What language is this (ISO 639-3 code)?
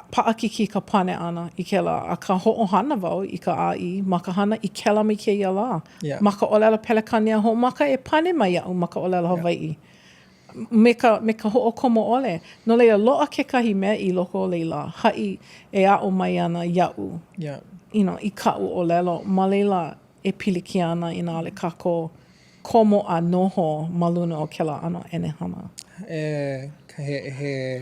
haw